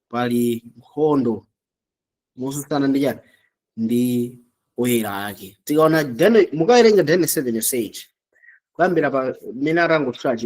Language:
Nyanja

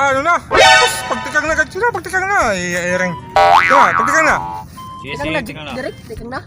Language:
Waray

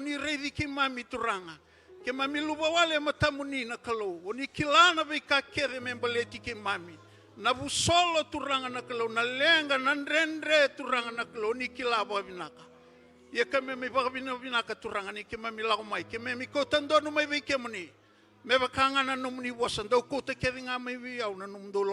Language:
Fijian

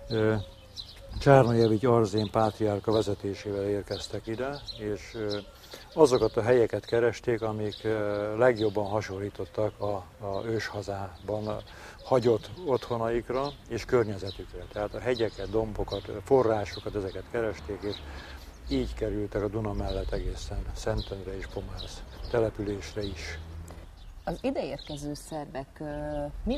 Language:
Hungarian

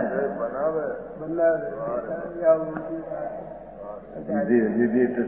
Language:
Gujarati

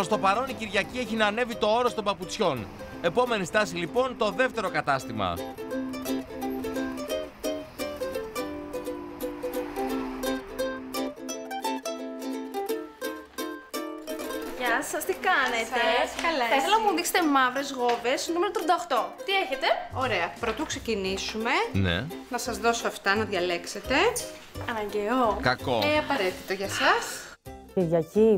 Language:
Greek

